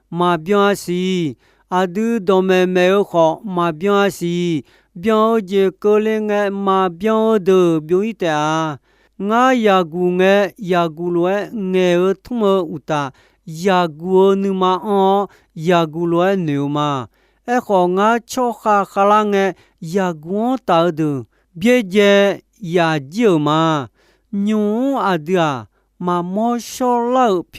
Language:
Akha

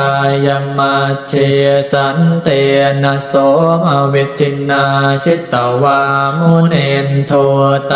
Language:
Pali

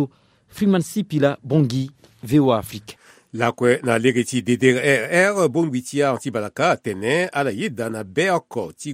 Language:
Sango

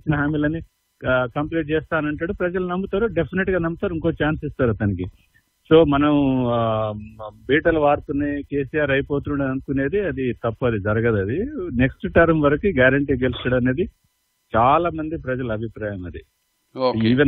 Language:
Telugu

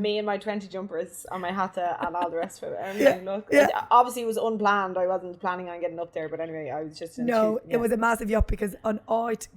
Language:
Irish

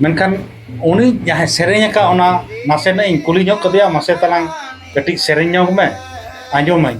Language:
Santali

